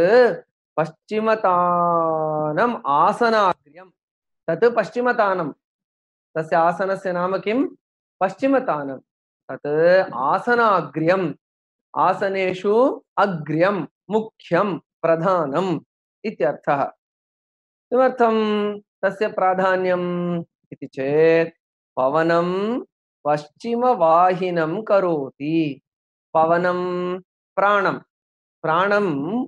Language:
Sanskrit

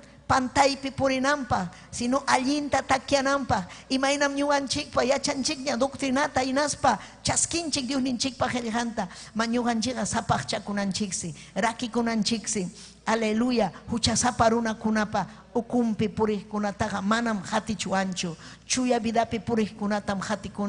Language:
Ayacucho Quechua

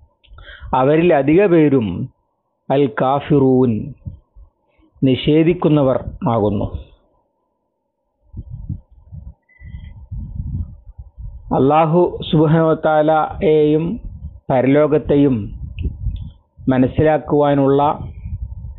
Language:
Malayalam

